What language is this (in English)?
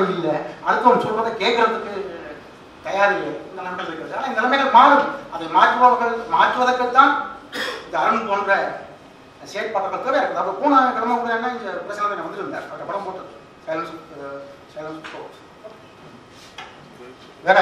Tamil